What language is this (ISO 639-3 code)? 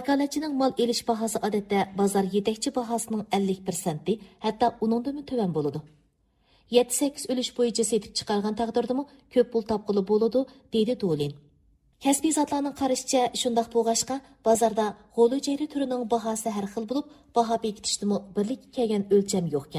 uig